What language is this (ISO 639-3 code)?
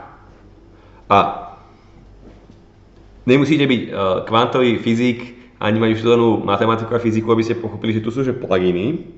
slk